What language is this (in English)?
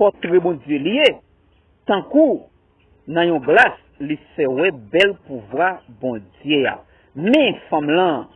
Haitian Creole